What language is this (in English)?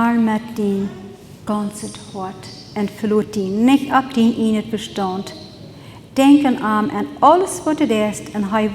Plautdietsch